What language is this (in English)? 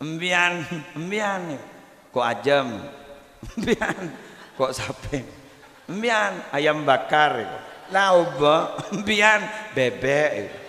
Madurese